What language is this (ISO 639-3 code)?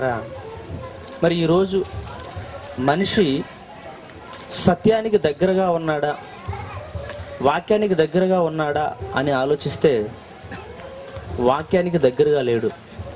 tel